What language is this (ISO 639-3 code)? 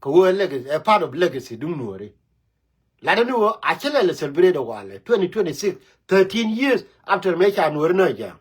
nus